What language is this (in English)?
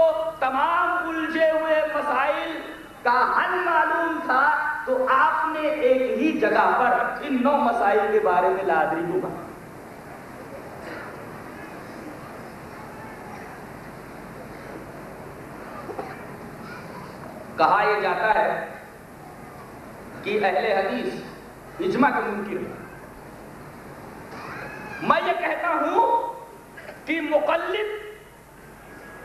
Urdu